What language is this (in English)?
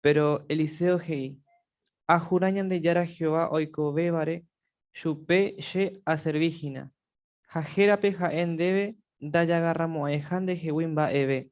Guarani